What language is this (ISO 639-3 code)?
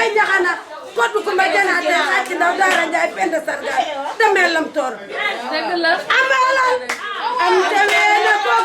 wol